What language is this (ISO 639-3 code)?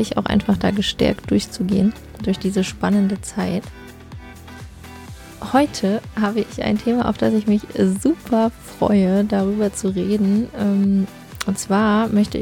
deu